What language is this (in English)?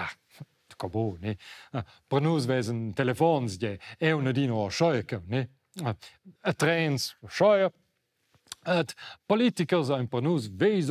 Romansh